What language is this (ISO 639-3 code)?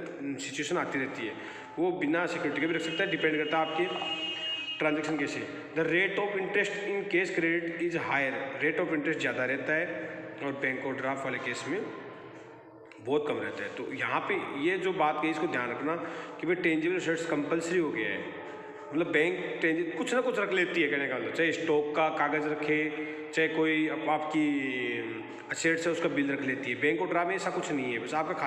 hin